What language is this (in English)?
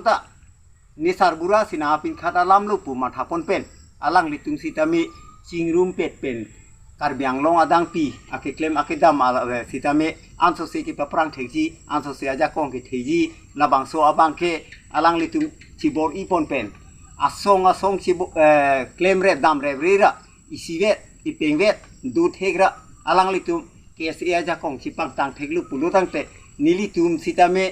Karbi